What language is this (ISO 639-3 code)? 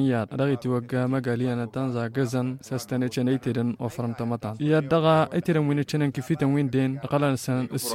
taq